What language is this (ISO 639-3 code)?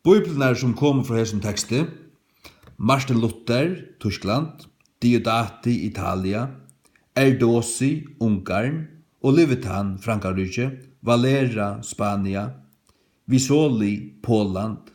fao